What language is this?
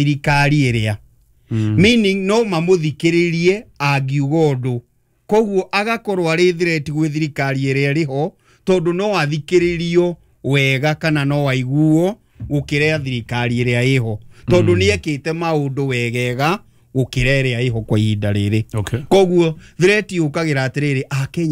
Kikuyu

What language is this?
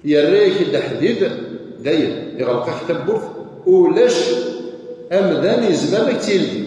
Kabyle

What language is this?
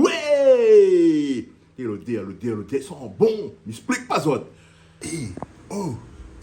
Réunion Creole French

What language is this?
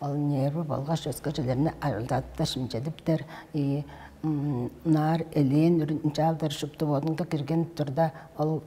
Tuvinian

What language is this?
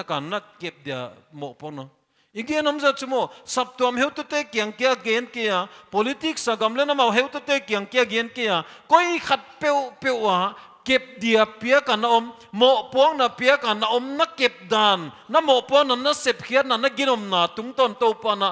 Paite Chin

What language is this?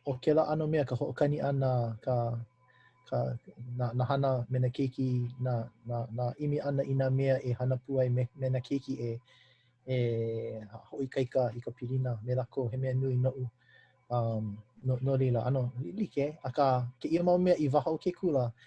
Hawaiian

